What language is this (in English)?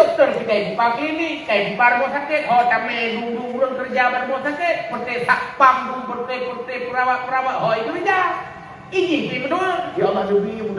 Achinese